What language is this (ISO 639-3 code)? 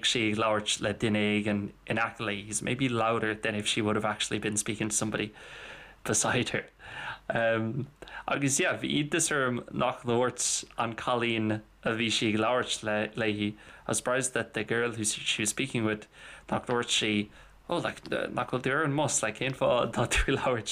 gle